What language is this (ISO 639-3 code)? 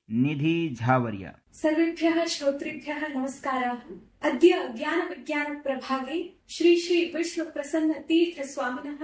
san